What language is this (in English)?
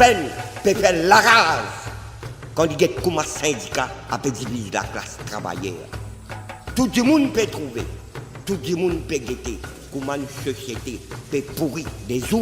Morisyen